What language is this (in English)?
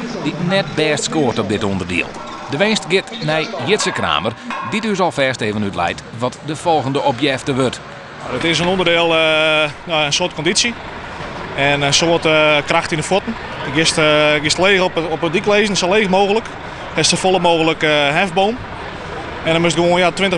Western Frisian